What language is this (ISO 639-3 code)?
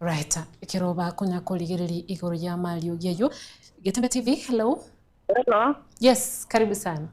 guz